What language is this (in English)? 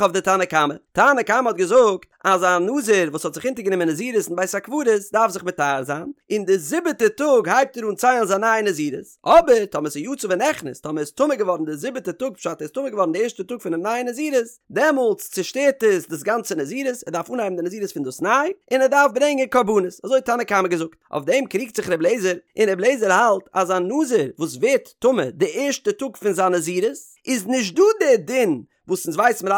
Yiddish